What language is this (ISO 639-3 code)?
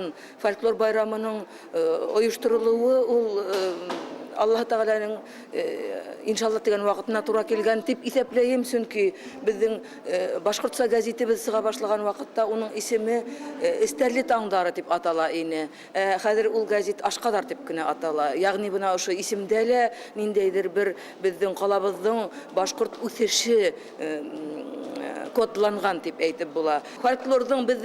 bak